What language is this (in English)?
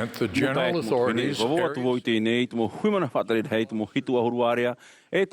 Tahitian